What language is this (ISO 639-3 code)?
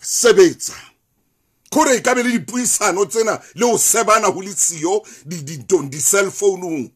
sot